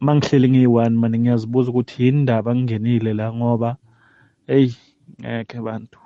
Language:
South Ndebele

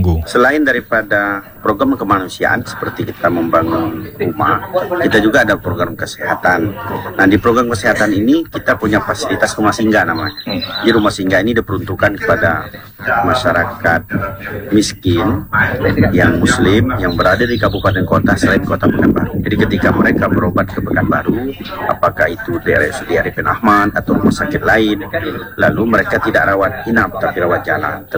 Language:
Indonesian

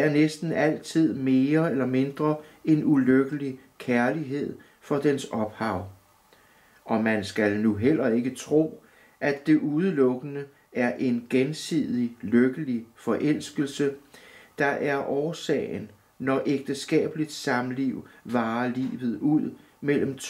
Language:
Danish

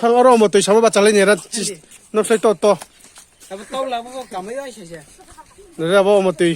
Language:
Riang (India)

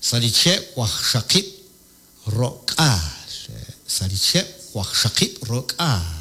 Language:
Kekchí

